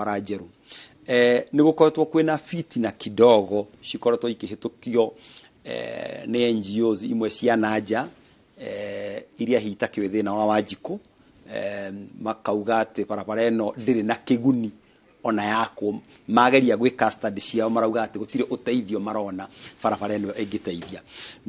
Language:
Kikuyu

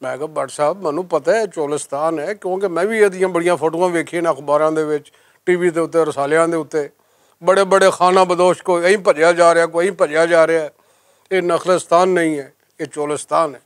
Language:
Western Panjabi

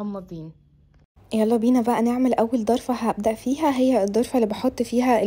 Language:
Egyptian Arabic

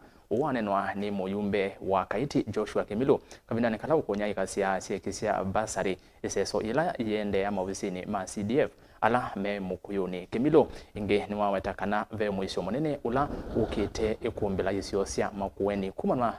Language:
Kamba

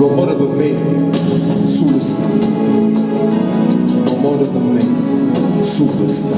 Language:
Neapolitan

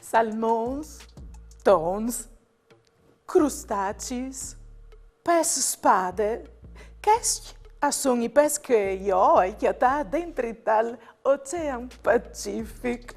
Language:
Friulian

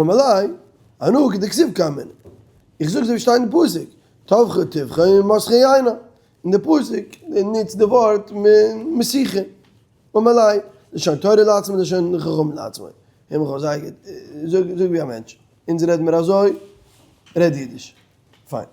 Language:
Yiddish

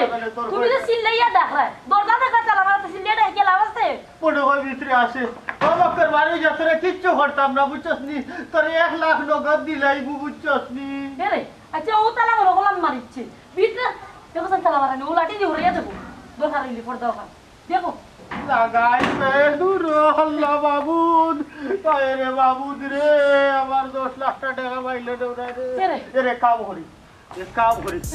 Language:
Sylheti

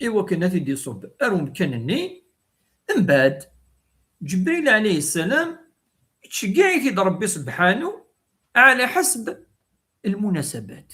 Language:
Kabyle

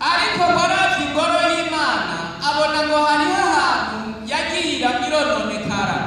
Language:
Rundi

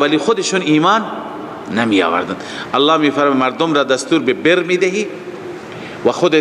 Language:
Persian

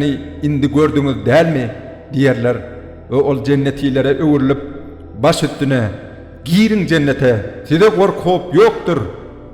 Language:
Turkmen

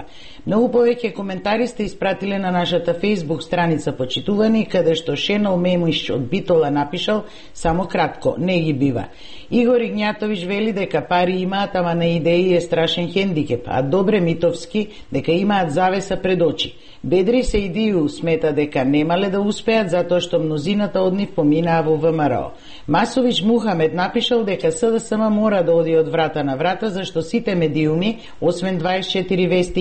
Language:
Macedonian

